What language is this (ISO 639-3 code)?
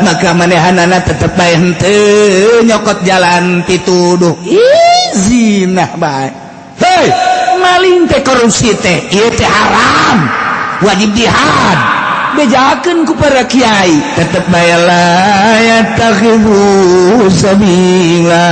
sun